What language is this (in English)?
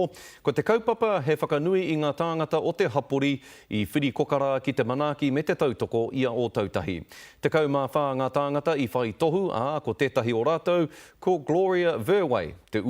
Māori